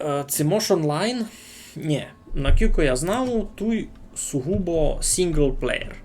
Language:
Rusyn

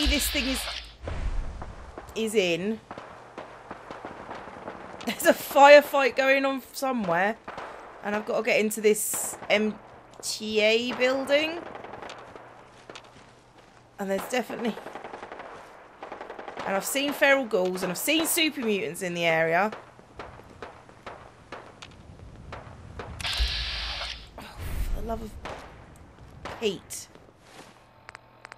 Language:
English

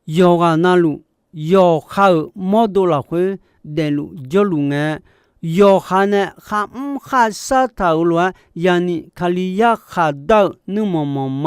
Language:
Akha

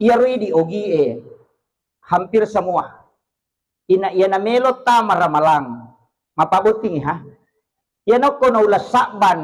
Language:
Buginese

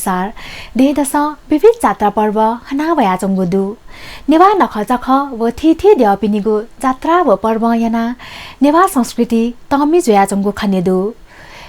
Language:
Newari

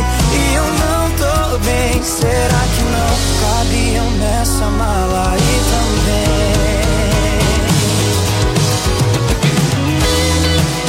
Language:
Portuguese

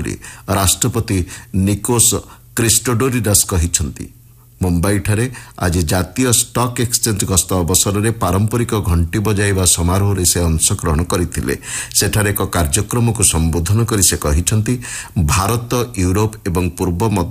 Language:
Odia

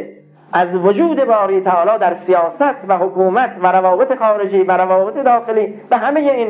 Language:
Persian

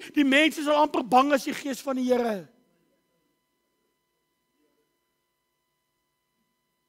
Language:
Afrikaans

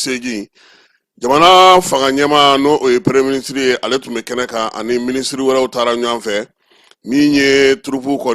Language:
Bambara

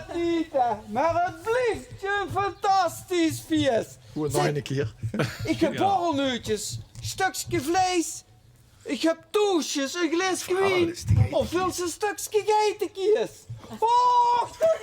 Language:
Limburgish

